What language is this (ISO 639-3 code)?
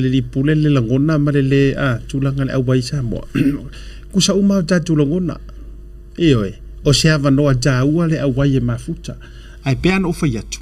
smo